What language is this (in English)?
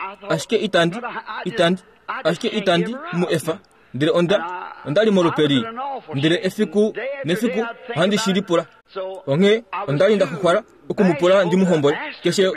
Kuanyama